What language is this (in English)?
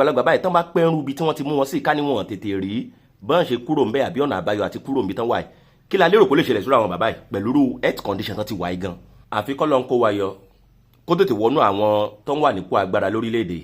Yoruba